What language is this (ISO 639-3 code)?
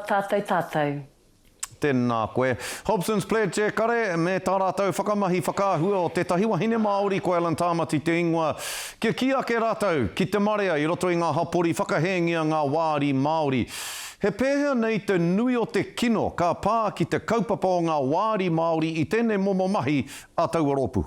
mri